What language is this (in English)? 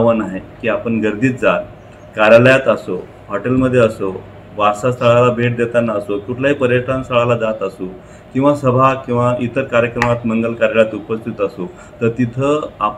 Marathi